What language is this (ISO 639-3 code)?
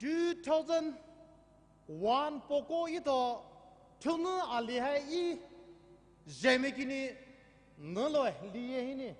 pmx